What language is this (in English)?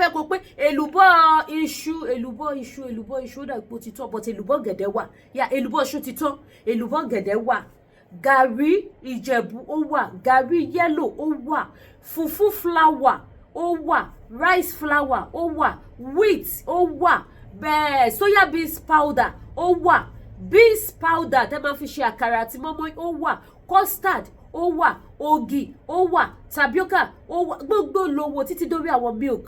Yoruba